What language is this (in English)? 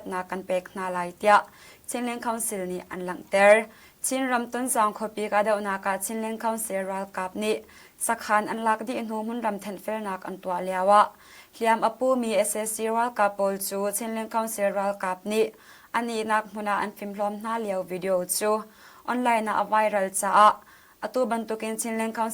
Hakha Chin